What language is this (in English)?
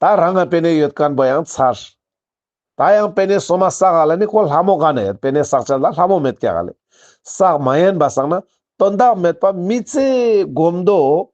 Ladakhi